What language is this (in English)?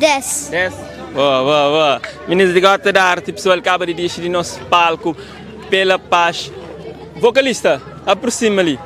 Kabuverdianu